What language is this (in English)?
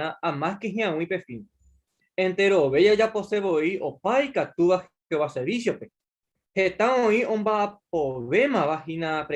Guarani